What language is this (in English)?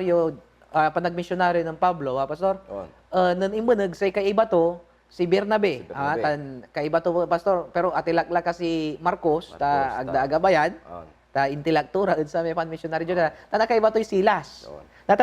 Pangasinan